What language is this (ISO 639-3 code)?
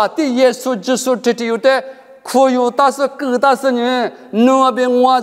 lis